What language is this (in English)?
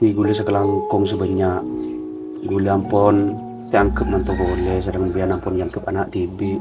Madurese